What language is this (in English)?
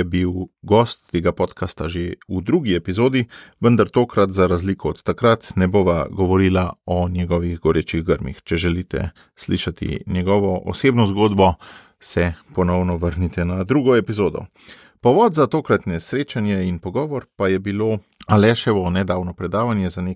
Slovenian